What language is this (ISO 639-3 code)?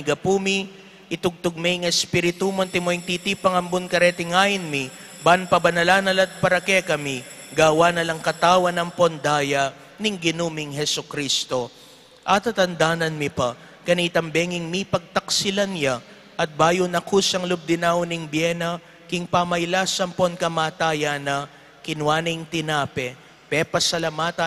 pam